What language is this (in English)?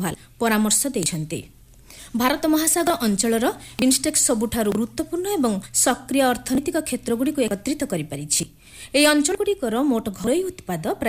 Odia